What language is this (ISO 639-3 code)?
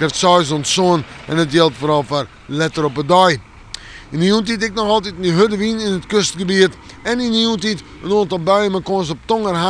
fry